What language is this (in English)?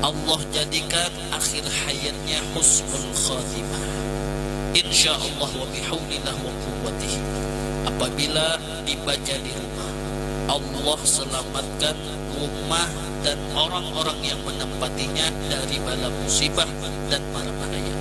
Banjar